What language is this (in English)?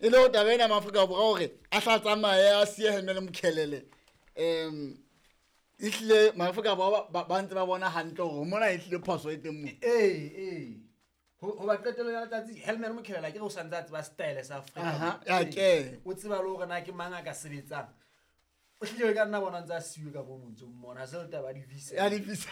Southern Sotho